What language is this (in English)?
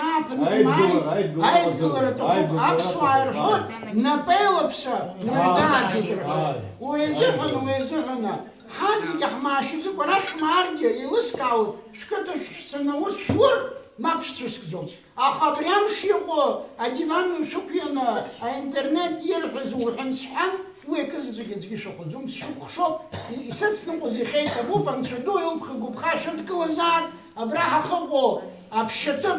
Abkhazian